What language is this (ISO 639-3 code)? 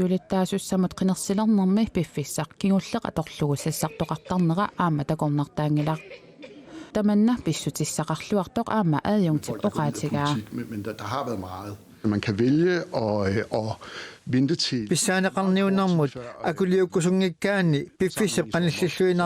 kal